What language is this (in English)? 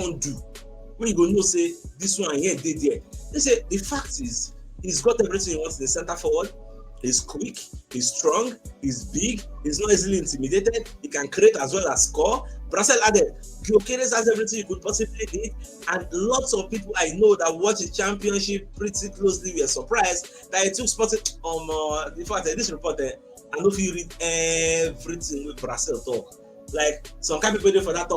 Nigerian Pidgin